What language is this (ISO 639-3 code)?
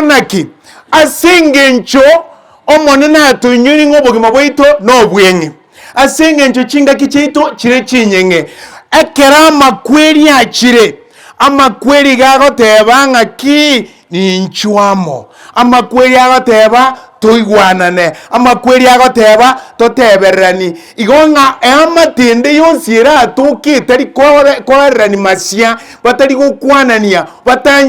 guz